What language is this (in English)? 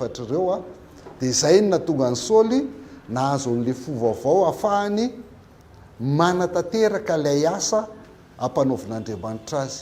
Malagasy